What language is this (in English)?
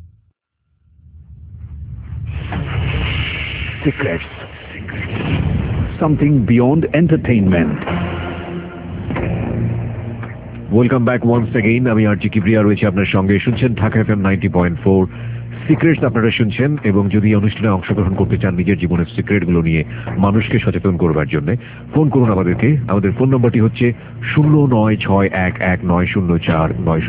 Bangla